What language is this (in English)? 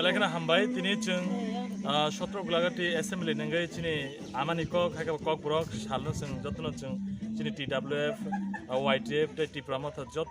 Kok Borok